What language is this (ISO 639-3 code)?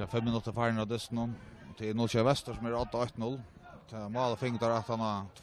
fao